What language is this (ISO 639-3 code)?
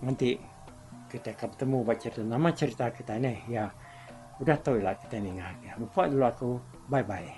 iba